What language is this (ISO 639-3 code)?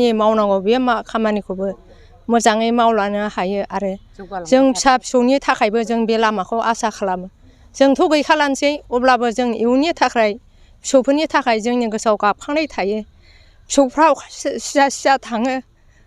brx